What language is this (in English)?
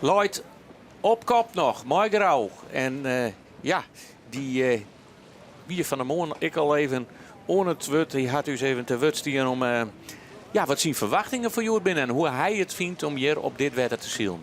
Western Frisian